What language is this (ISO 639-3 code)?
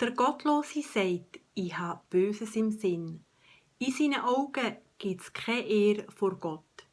gsw